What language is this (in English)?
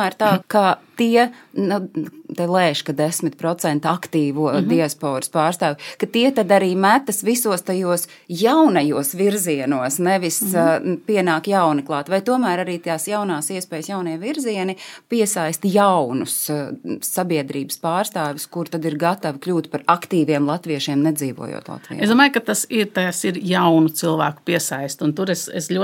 Latvian